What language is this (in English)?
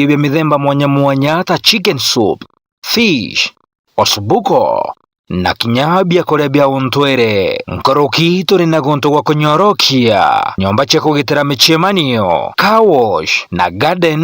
Meru